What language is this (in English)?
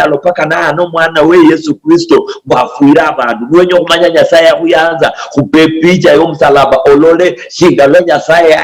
Luyia